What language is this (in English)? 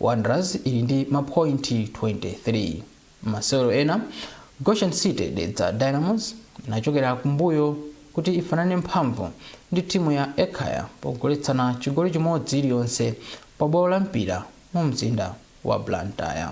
Nyanja